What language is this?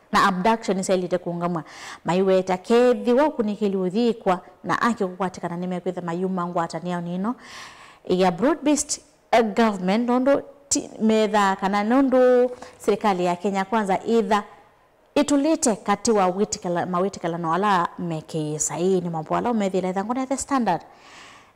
Kamba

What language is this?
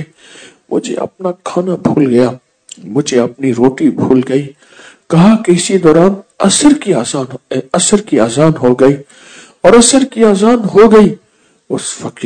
Urdu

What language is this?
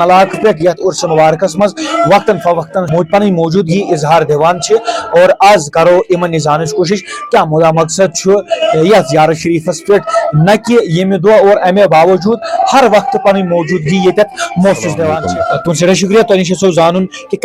Kashmiri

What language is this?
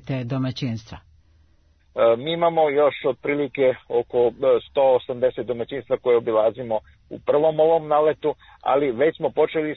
Serbian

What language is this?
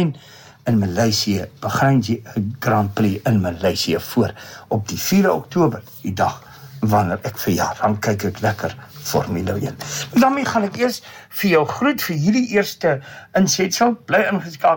Afrikaans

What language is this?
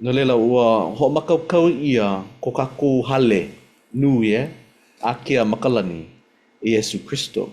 Hawaiian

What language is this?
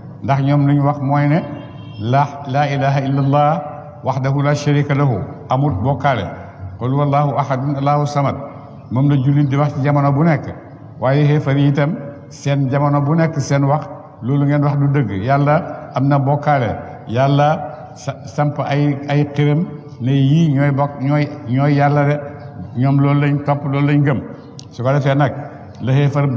Wolof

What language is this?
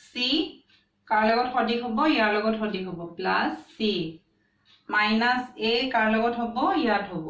Assamese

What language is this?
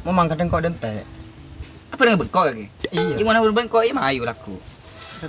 Madurese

